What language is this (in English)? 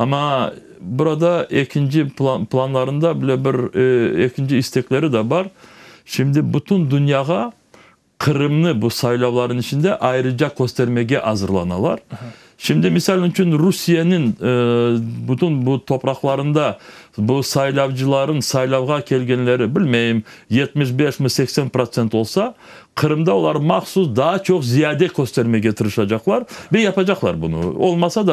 Crimean Tatar